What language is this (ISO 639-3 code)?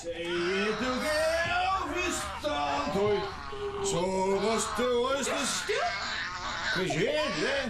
fao